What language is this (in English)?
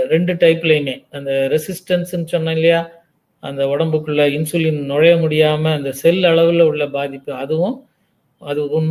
Tamil